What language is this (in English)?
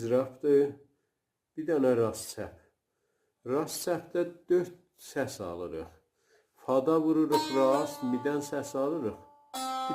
South Azerbaijani